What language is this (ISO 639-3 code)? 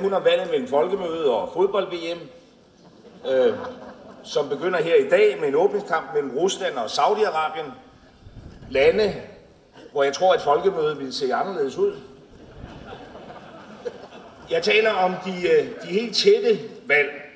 dan